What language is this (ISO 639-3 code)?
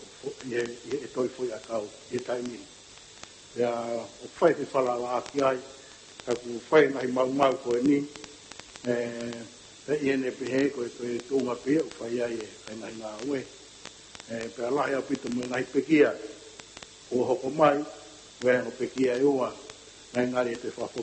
ton